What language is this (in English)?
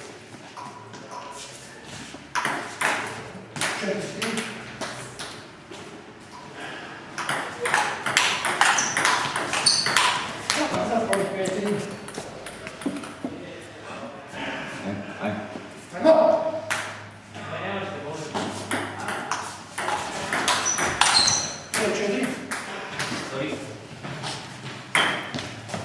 Croatian